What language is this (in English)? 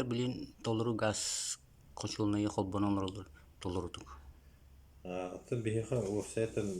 Yakut